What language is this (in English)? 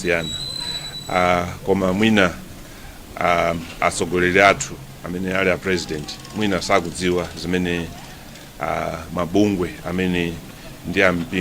Nyanja